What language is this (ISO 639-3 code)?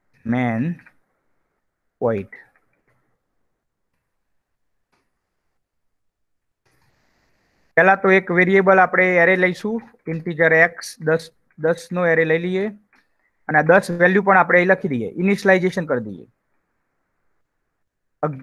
guj